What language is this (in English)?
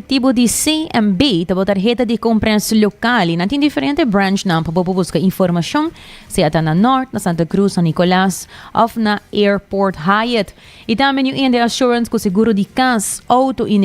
Papiamento